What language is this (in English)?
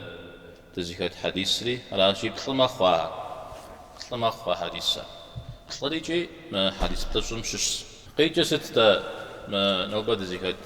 Kabardian